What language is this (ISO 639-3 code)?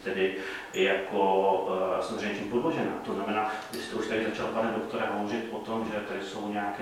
ces